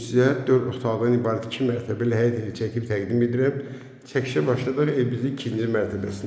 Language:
Azerbaijani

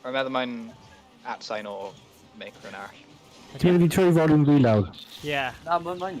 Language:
Welsh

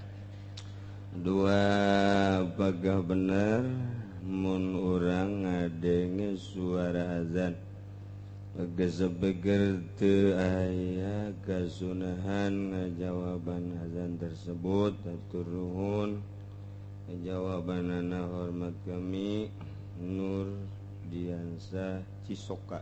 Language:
Sundanese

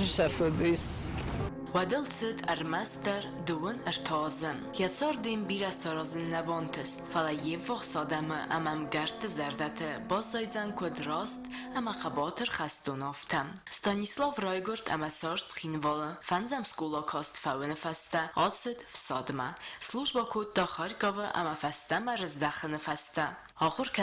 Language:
Ossetic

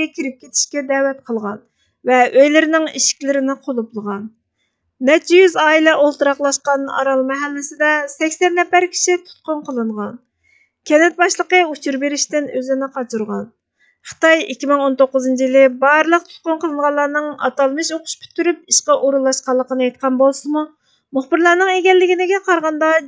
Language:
Uyghur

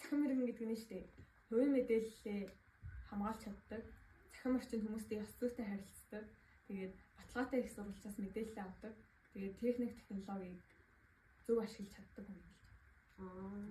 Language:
Mongolian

